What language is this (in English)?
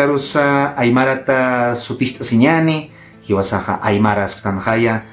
Aymara